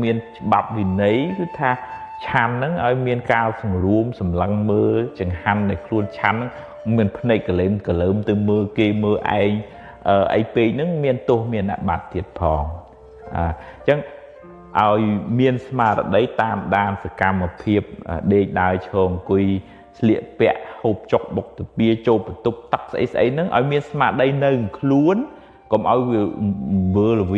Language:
Khmer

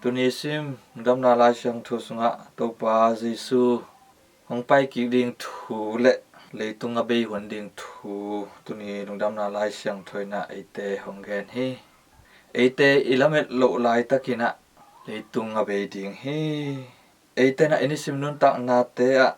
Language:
Tedim Chin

